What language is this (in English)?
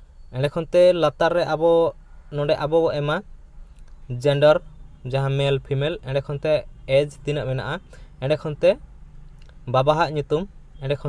Santali